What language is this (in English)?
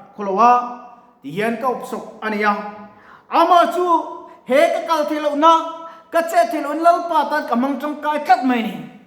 Mizo